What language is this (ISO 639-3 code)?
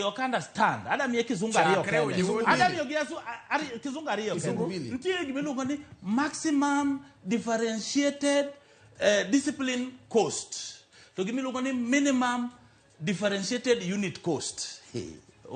luo